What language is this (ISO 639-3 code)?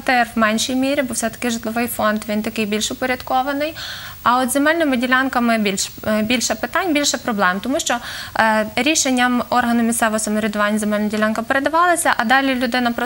ukr